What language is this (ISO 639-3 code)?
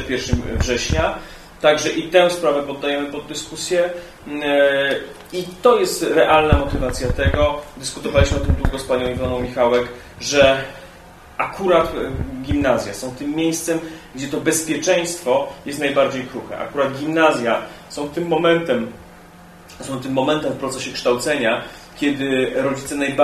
pol